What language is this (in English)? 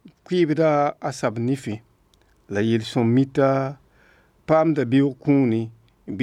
Mossi